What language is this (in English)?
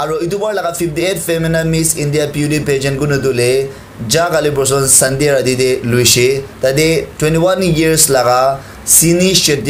Naga Pidgin